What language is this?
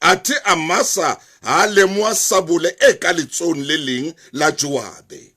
Southern Sotho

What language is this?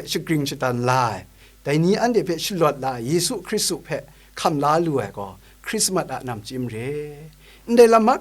Kachin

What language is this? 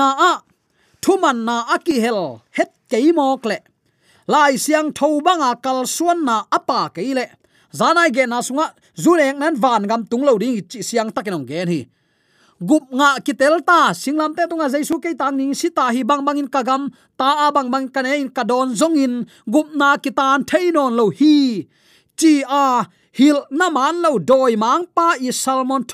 Tedim Chin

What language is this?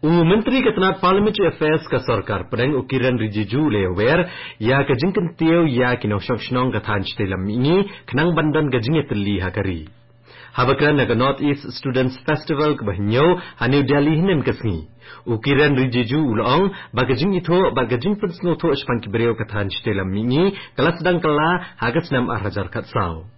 Khasi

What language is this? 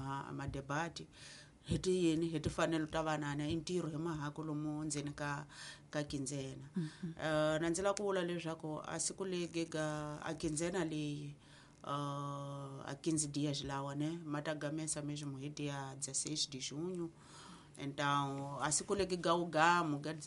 Tsonga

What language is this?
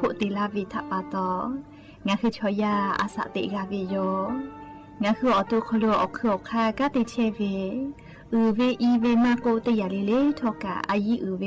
Lahu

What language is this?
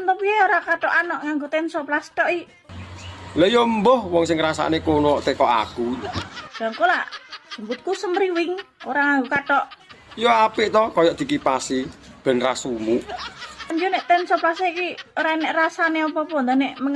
Javanese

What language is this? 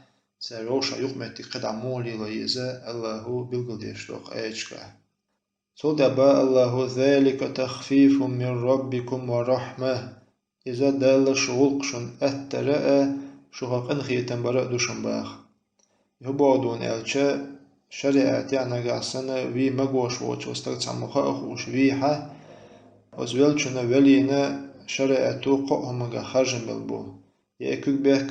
Chechen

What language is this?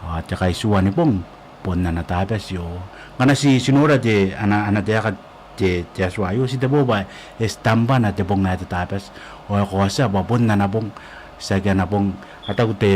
Gilbertese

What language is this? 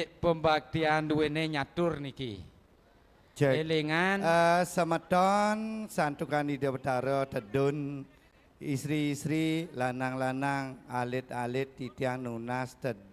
Balinese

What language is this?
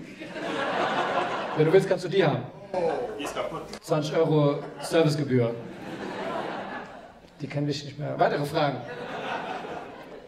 German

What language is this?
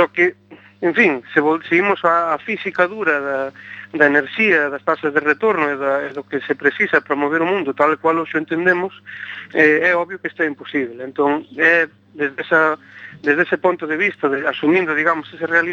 Galician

